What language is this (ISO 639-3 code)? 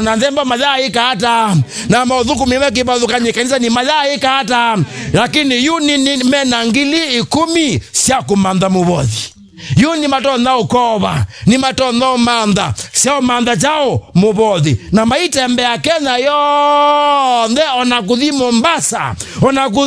kam